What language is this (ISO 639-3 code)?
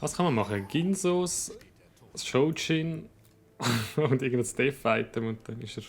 gsw